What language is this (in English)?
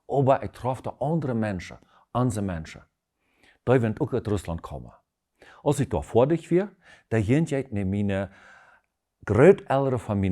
Plautdietsch